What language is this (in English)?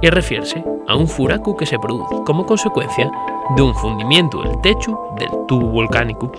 Asturian